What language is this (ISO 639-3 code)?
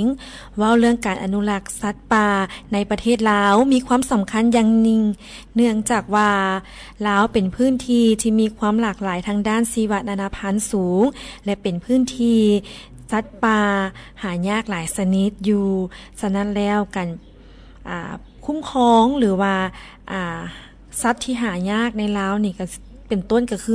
lao